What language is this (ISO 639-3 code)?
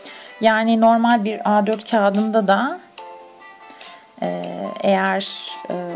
tur